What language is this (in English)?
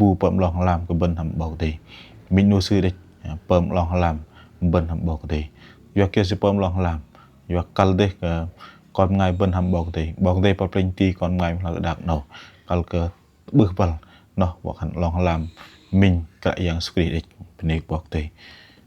Bahnar